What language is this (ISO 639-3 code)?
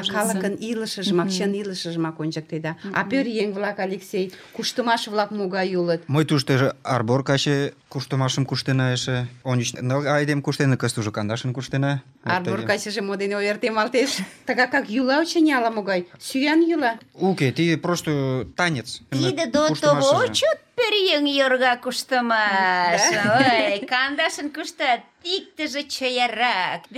chm